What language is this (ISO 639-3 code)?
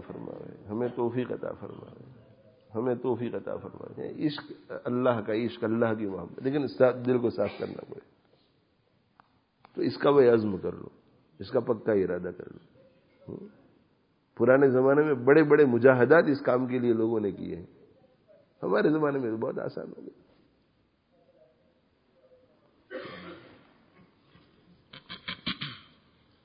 urd